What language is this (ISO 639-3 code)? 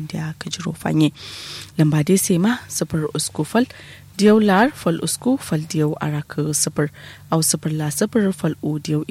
kau